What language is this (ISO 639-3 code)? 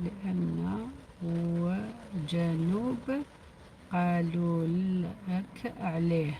arq